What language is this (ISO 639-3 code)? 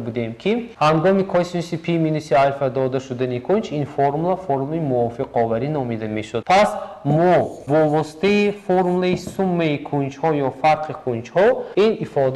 tgk